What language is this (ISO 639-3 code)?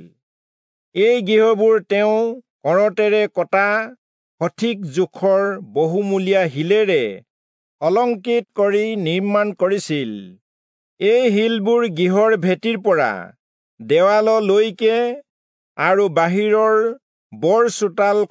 asm